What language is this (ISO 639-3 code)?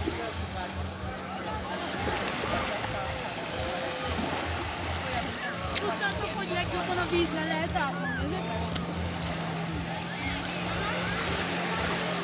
hun